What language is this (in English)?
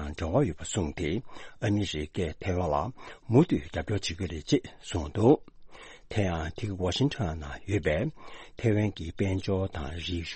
Tibetan